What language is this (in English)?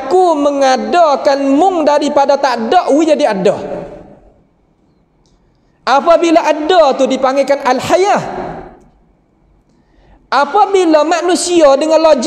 Malay